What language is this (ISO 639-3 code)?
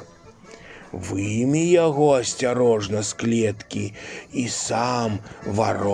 bel